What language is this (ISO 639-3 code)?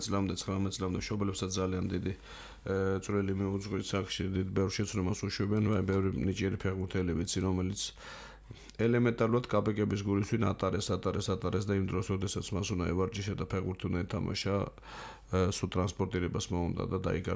kat